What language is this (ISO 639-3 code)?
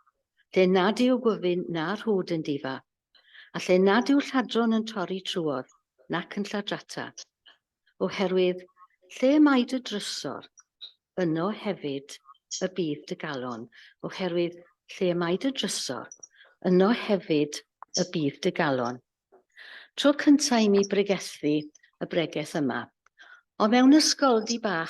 cym